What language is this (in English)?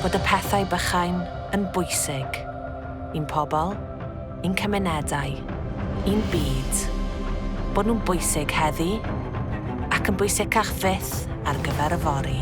Welsh